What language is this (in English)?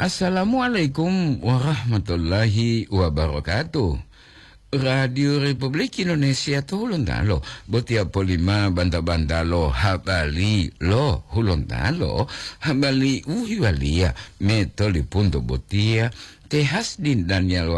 Gorontalo